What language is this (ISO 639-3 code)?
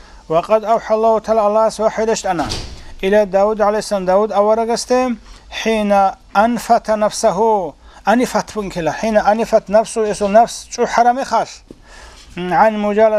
ava